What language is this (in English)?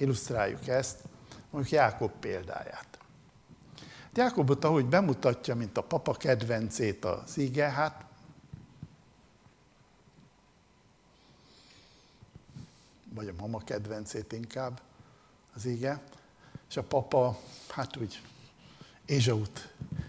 Hungarian